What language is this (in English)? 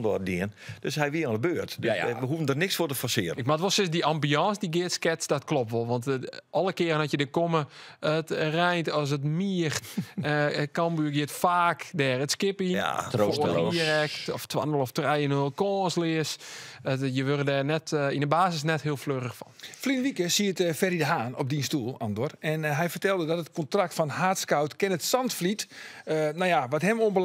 Western Frisian